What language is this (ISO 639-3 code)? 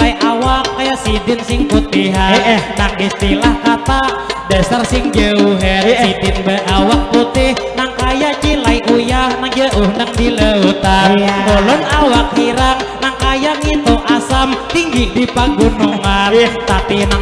bjn